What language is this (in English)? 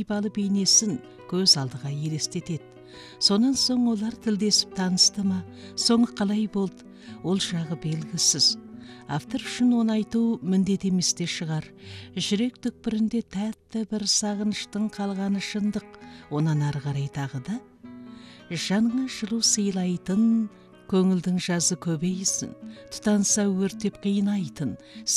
Kazakh